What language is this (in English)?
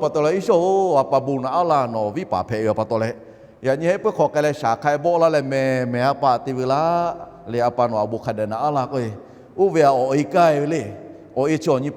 Lahu